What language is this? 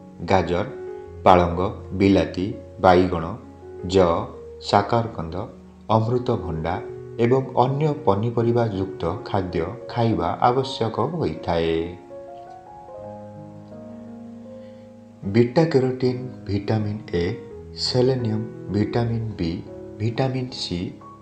Odia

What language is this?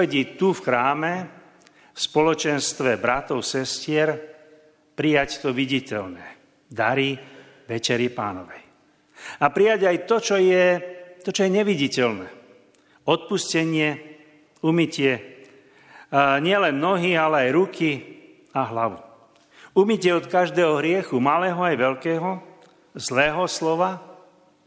Slovak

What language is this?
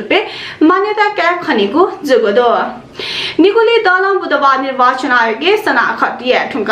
Newari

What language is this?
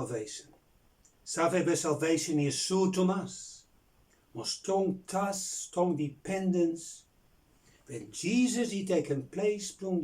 Bislama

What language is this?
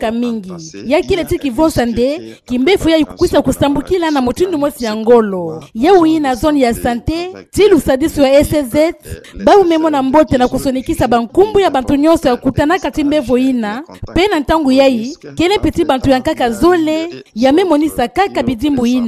Kituba (Democratic Republic of Congo)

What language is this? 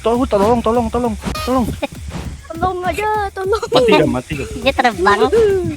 Banjar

